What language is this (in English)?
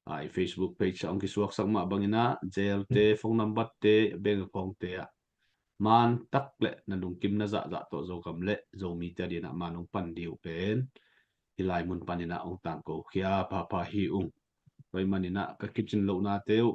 Tedim Chin